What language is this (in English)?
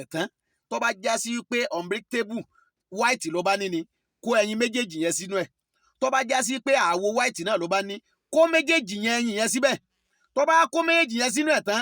Yoruba